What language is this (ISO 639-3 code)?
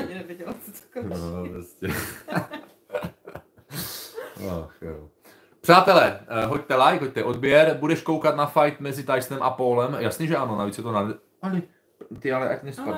ces